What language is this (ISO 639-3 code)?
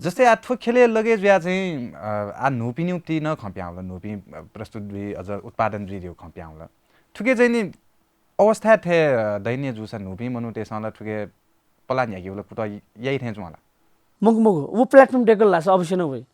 new